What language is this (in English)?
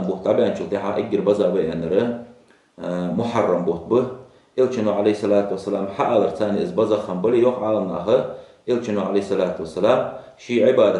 Ingush